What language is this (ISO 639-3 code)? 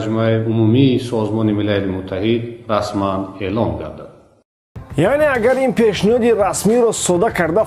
tgk